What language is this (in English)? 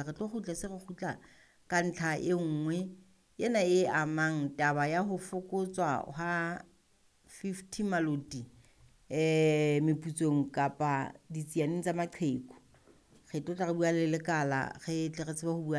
Southern Sotho